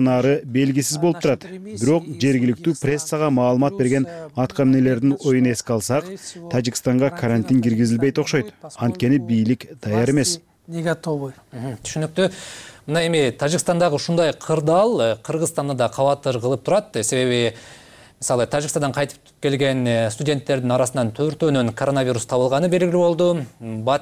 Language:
Kyrgyz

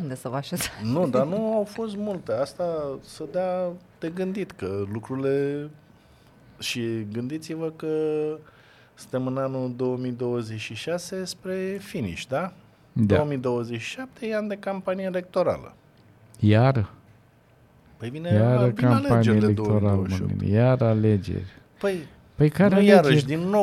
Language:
Romanian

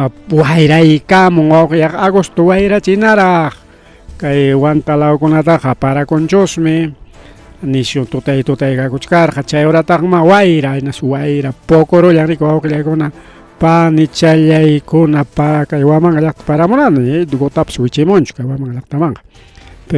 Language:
Ayacucho Quechua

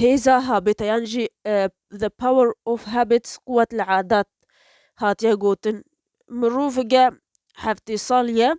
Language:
Kurdish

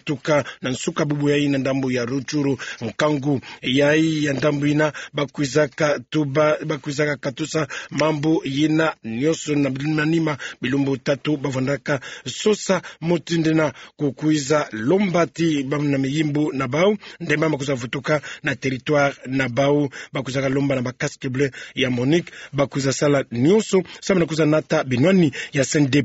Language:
Kituba (Democratic Republic of Congo)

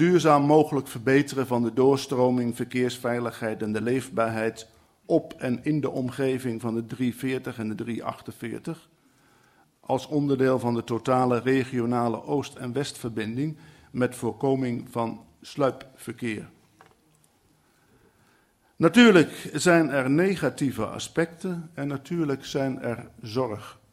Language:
Dutch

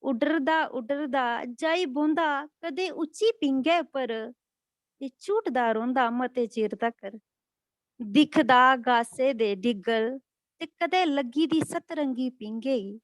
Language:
Dogri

